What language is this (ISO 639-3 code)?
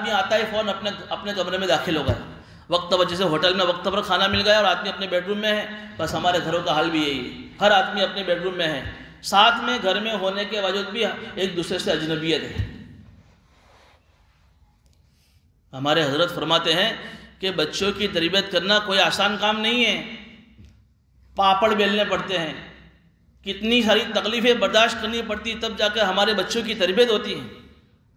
urd